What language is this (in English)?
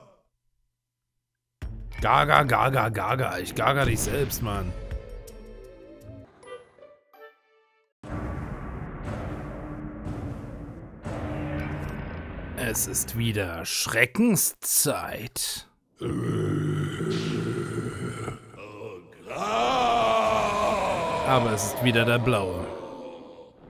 German